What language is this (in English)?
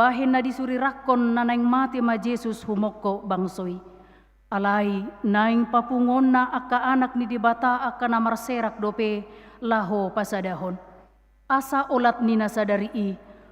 Batak Toba